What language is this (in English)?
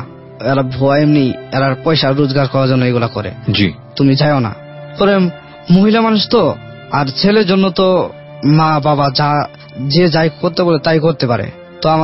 Bangla